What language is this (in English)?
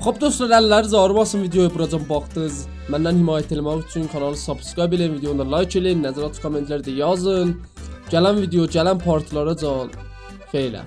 South Azerbaijani